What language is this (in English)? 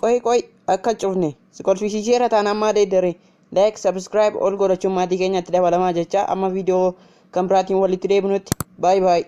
Oromo